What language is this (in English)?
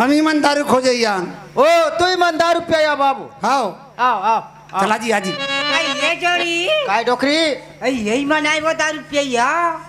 Chhattisgarhi